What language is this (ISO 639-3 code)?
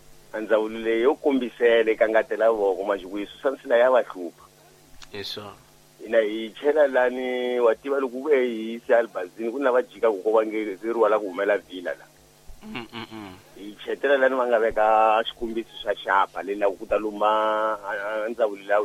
tso